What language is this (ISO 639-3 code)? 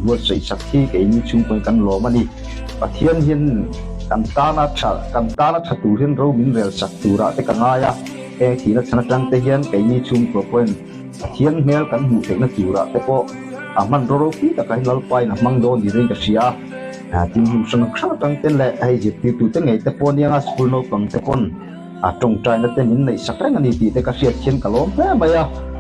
lus